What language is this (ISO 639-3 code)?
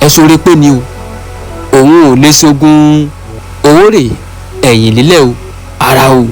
yor